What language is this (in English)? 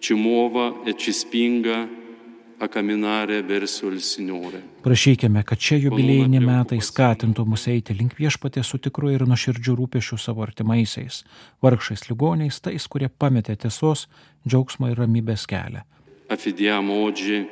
Lithuanian